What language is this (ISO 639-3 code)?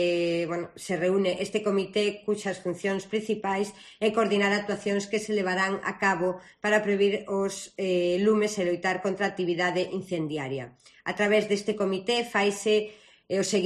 glg